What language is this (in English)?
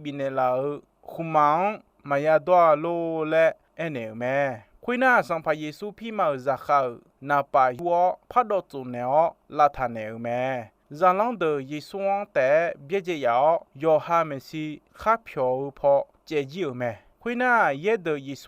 Akha